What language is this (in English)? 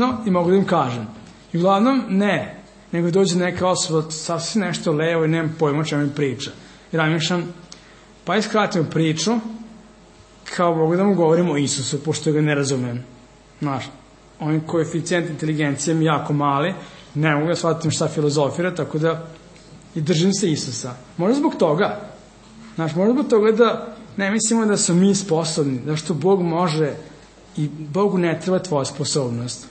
Serbian